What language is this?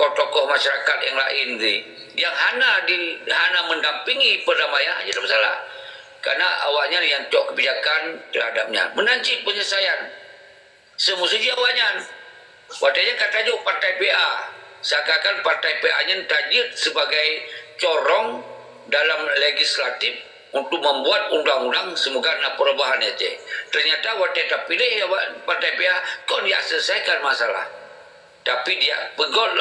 Achinese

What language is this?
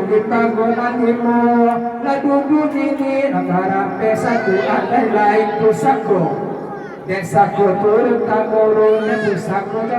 Minangkabau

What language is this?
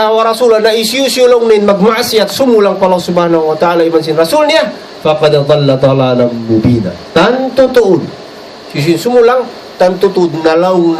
Tausug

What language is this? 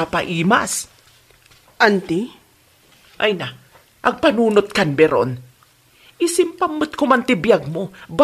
Iloko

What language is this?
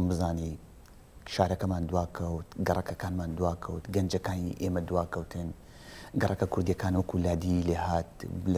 Central Kurdish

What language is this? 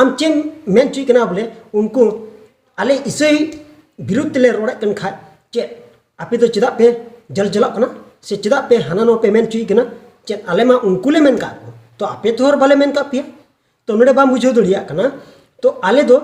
Santali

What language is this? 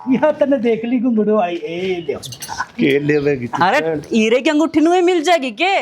Haryanvi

